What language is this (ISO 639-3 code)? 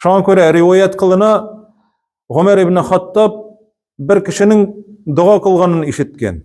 tat